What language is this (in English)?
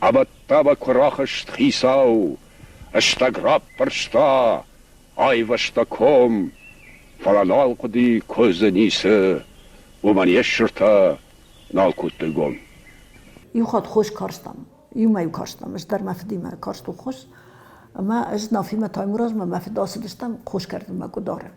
Ossetic